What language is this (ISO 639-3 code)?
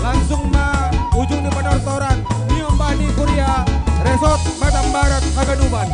bts